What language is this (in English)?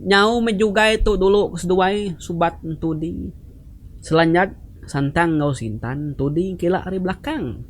Iban